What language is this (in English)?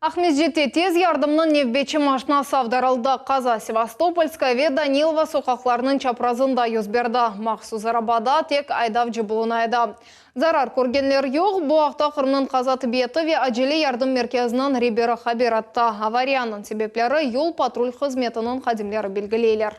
Crimean Tatar